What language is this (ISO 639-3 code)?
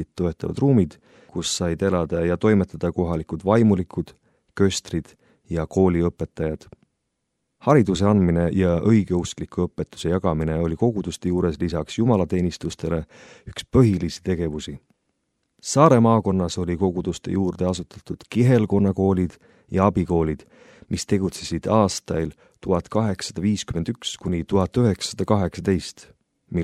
est